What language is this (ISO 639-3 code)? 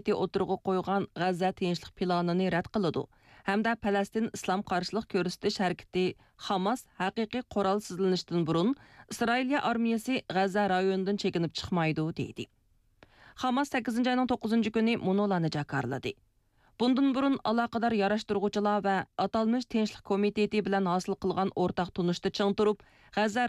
uig